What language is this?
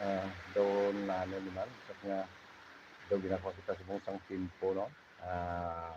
Hiligaynon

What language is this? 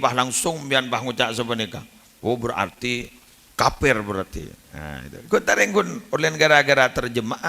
Madurese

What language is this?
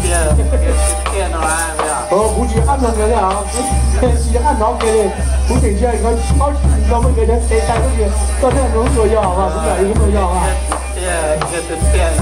Hmong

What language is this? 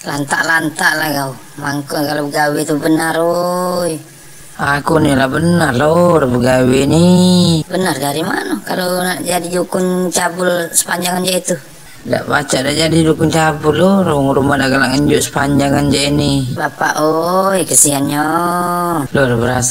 Musi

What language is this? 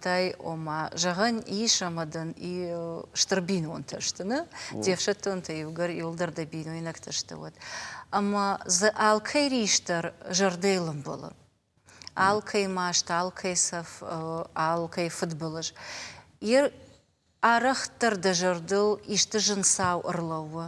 Ossetic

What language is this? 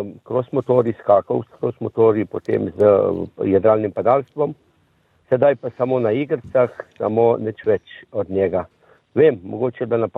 Slovenian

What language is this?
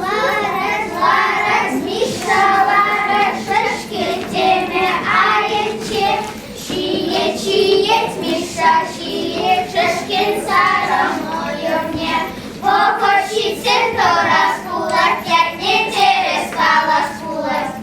Chuvash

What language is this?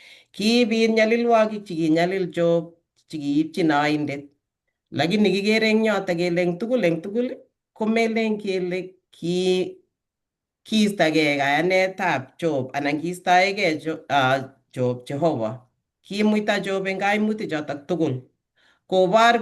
Kalenjin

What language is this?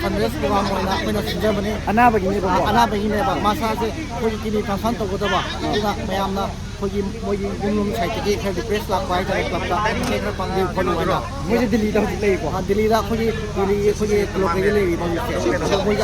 Manipuri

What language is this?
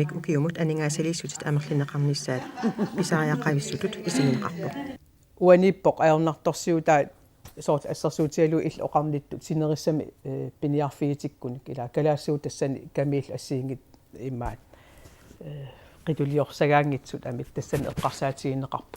Kalaallisut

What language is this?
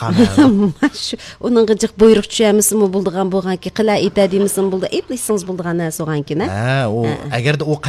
Uyghur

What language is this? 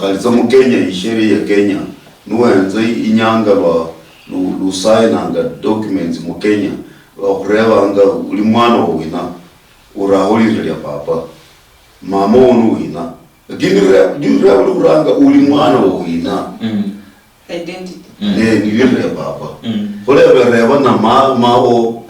Luyia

